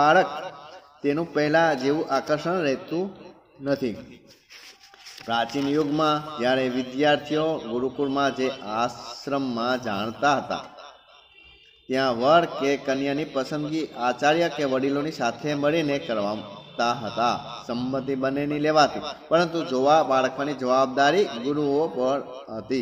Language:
Gujarati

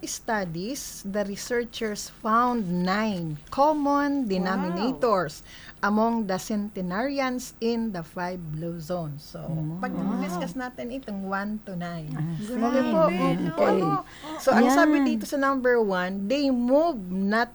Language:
Filipino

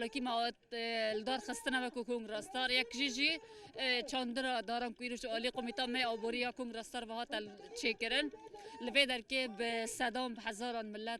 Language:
Kurdish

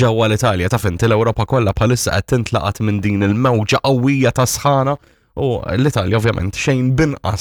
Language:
Maltese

